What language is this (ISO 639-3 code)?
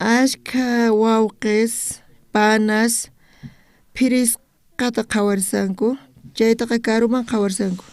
quh